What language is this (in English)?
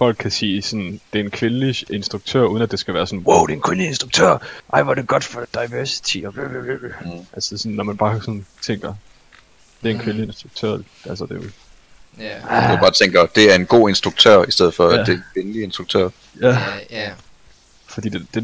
Danish